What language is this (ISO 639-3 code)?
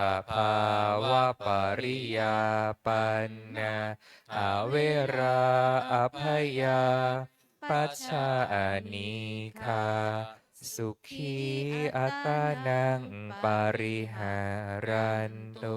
pli